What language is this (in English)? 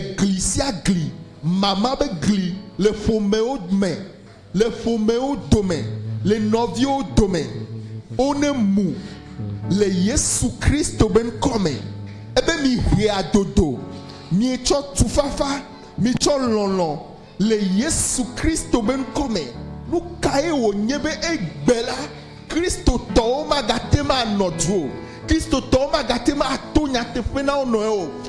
Ewe